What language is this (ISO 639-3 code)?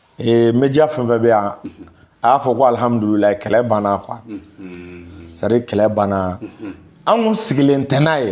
bam